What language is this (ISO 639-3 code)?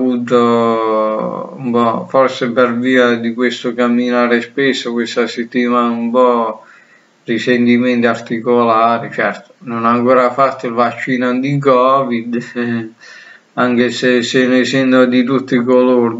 ita